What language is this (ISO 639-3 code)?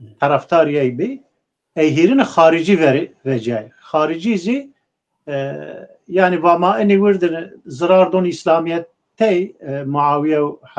zza